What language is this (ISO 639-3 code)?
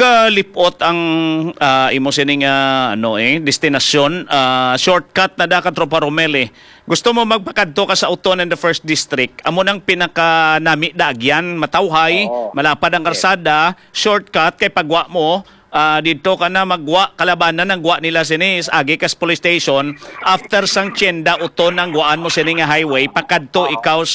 hil